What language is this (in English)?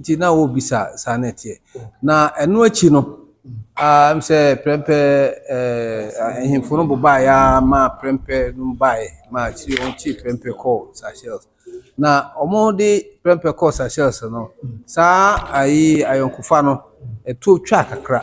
Akan